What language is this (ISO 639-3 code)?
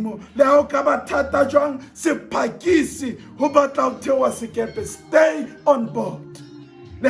sot